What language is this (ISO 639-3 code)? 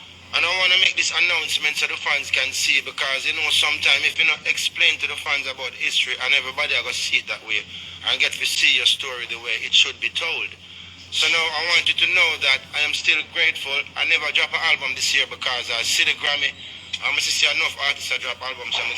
jam